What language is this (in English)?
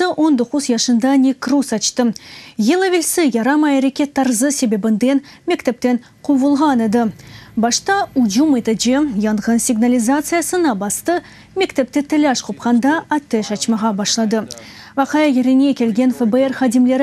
Crimean Tatar